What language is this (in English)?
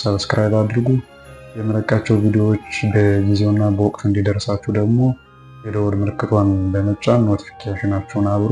Amharic